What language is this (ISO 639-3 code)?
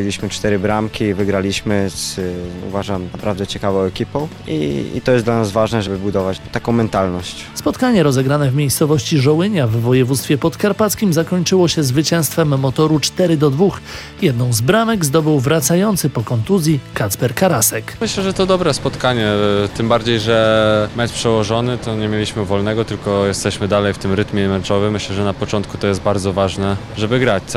pol